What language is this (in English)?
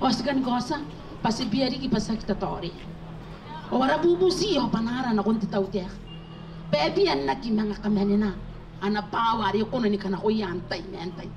Gilbertese